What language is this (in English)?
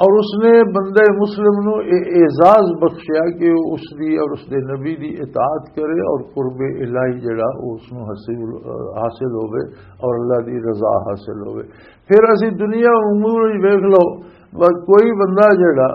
Western Panjabi